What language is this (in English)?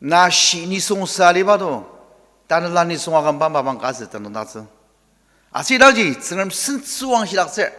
Ao Naga